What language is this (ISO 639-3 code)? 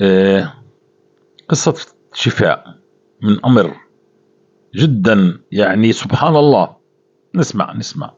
apc